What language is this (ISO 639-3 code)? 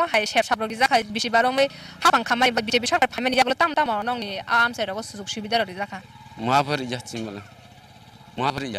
trp